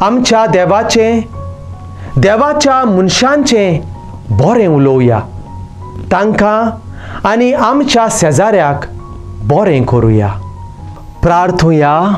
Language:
Konkani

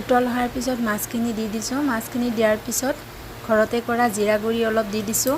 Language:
Assamese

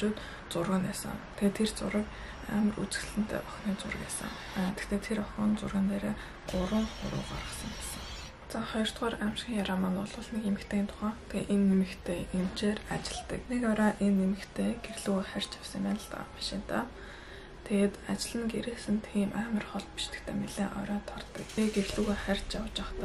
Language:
Mongolian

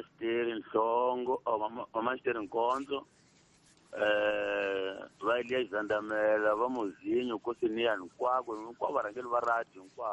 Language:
Tsonga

